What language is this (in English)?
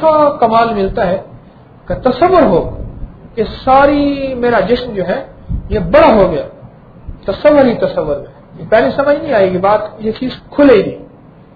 Urdu